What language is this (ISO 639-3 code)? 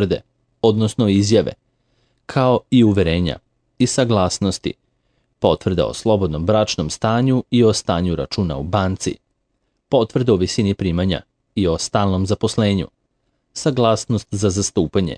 srp